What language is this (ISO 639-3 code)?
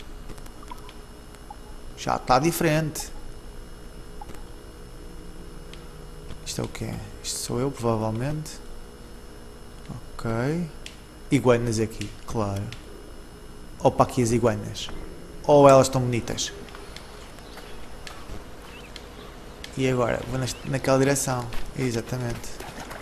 por